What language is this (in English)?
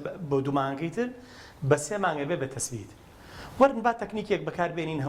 Central Kurdish